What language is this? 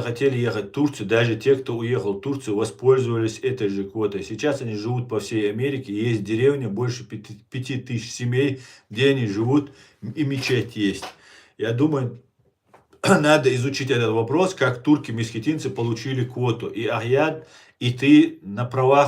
Chechen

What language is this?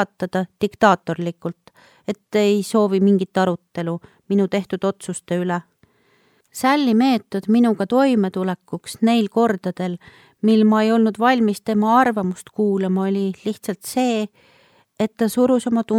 Estonian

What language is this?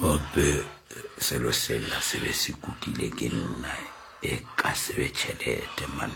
Northern Sotho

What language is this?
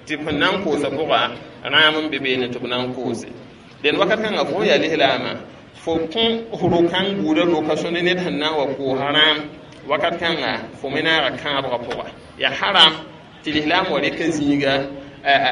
Mossi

